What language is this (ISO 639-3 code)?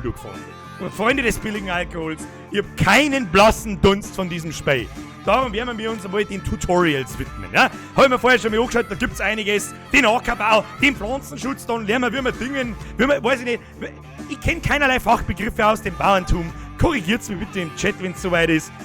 bar